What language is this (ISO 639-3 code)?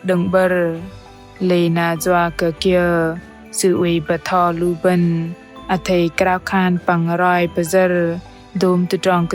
bdq